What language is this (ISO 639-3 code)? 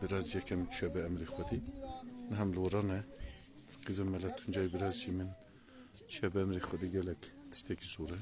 kur